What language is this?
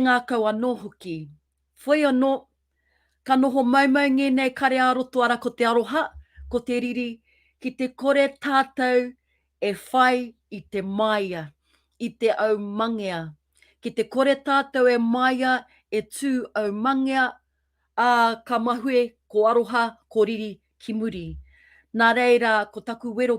Māori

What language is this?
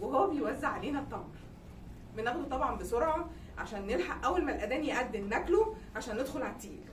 Egyptian Arabic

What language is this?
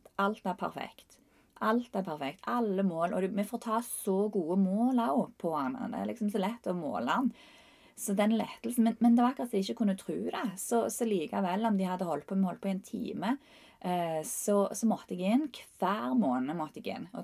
Norwegian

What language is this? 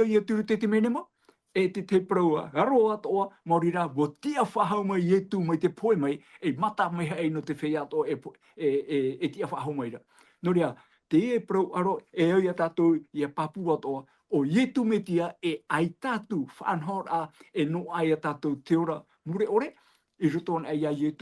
Tahitian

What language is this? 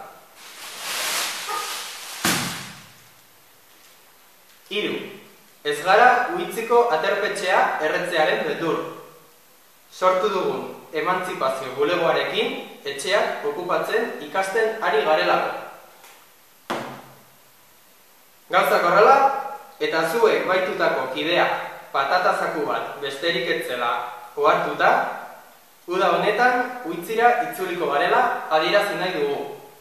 Basque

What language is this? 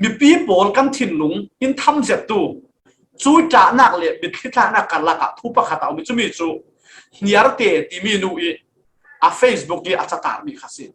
Falam Chin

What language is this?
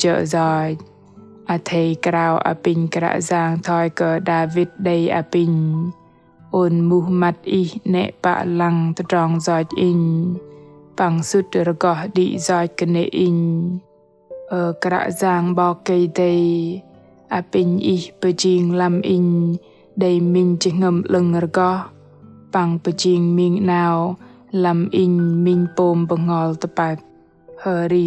Bahnar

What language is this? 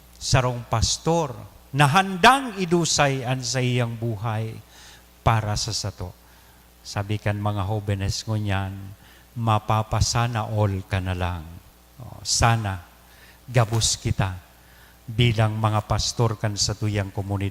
Bikol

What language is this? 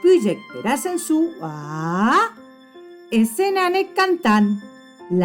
Occitan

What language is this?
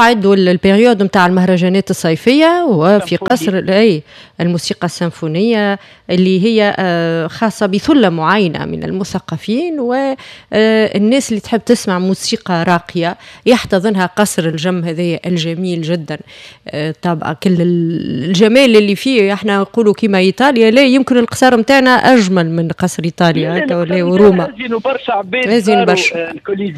Tunisian Arabic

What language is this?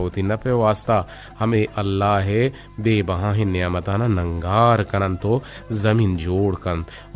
Eastern Balochi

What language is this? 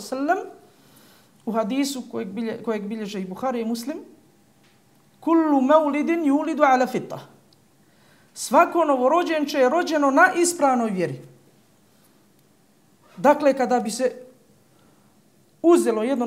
Bosnian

